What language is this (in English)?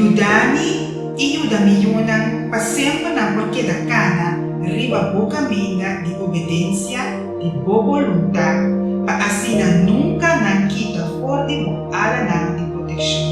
Papiamento